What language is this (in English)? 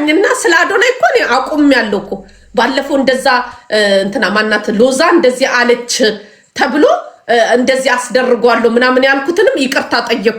Amharic